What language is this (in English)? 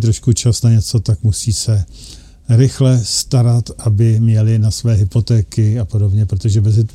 Czech